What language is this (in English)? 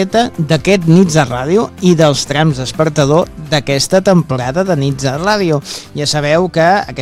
Catalan